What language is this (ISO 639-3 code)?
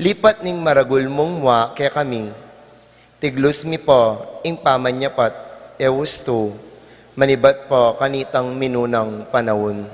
pam